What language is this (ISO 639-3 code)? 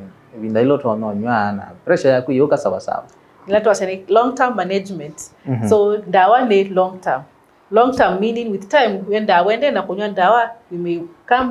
kam